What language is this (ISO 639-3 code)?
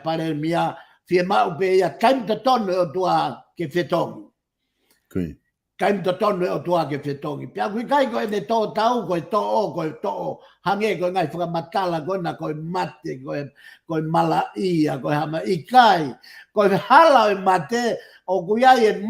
ton